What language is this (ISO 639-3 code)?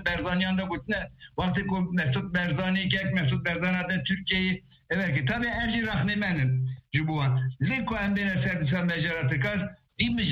kur